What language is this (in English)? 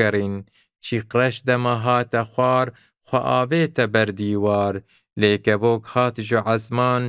Kurdish